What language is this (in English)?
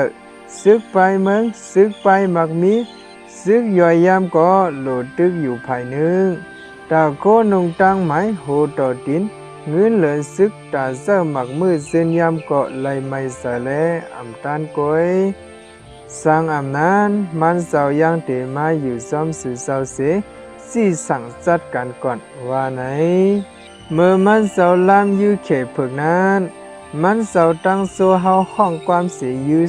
Shan